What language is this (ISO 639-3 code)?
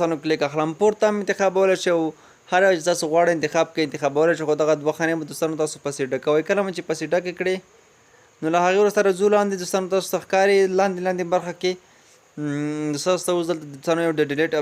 pus